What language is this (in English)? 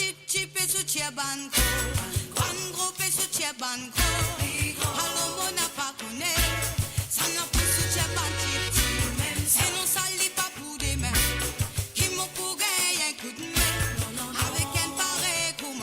Morisyen